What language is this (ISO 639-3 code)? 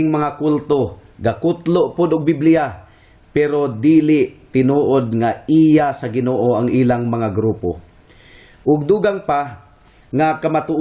ceb